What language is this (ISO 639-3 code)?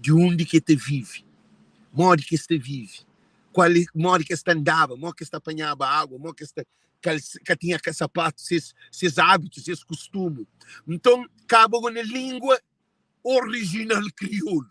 kea